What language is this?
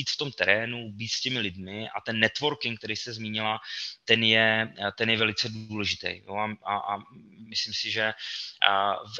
Czech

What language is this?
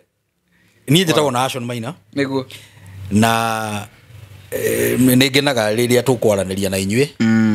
Kikuyu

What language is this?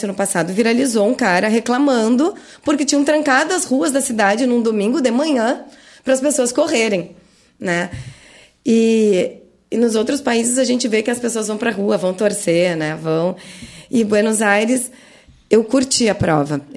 Portuguese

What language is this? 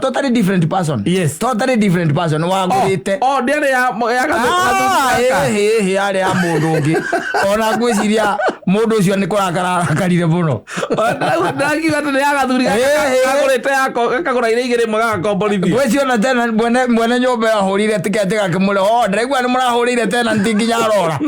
Kikuyu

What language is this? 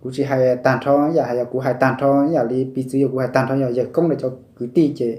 Hmong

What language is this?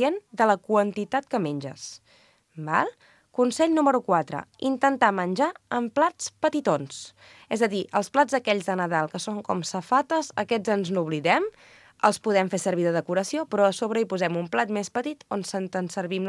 Catalan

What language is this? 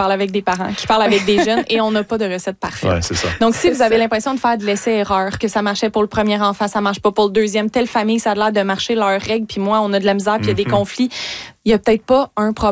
French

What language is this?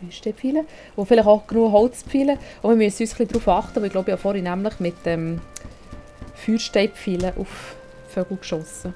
Swiss German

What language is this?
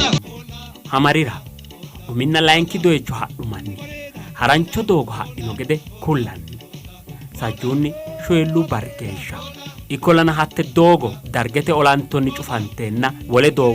Sidamo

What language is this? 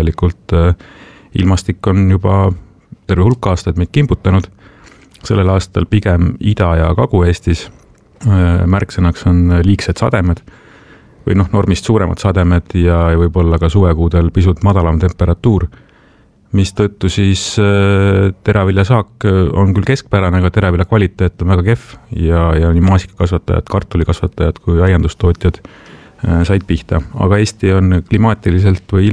Estonian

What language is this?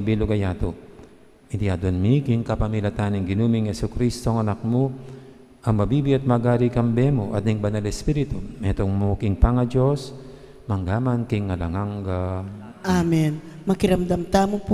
Pampanga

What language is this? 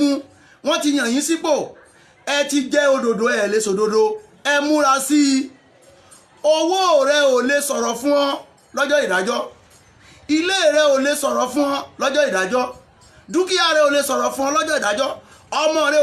Yoruba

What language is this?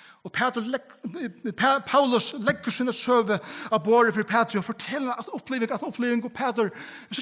Faroese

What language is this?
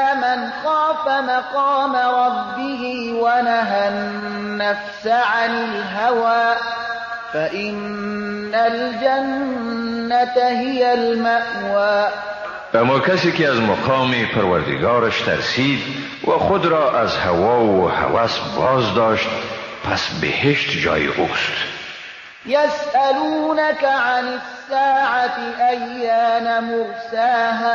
Persian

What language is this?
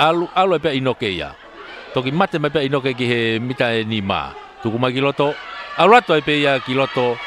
Tongan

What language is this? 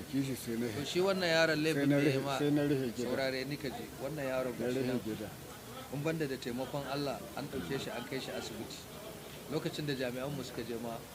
Hausa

